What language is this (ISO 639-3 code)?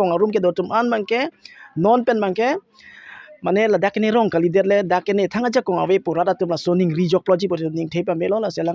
mjw